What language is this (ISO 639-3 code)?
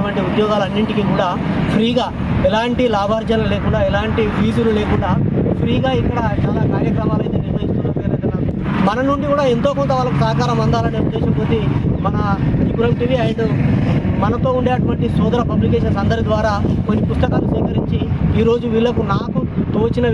tel